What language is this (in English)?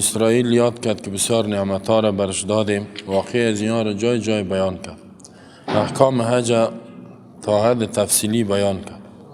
Persian